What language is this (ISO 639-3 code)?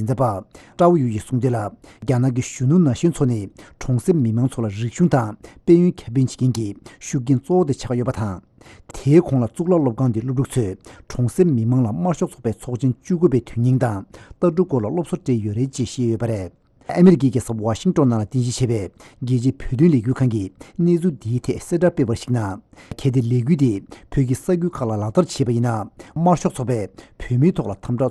bod